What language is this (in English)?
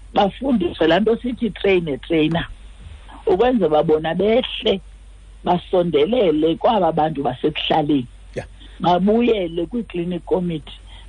Xhosa